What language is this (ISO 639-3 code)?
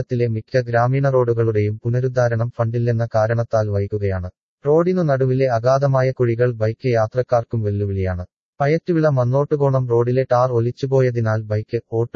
mal